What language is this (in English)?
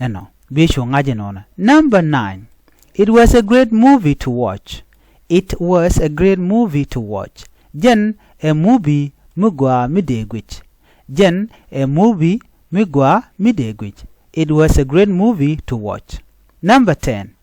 Nuer